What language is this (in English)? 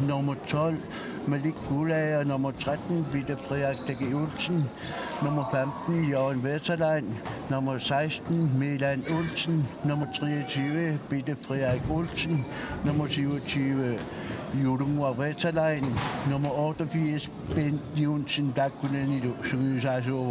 Kalaallisut